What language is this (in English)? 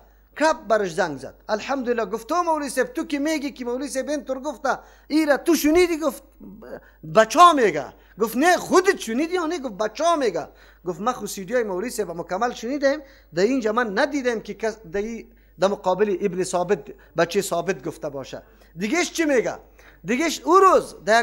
Persian